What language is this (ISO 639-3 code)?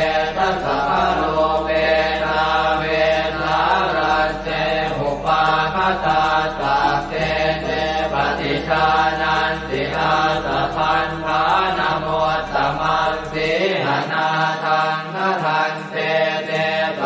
pli